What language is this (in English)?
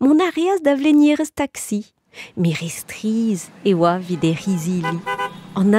Breton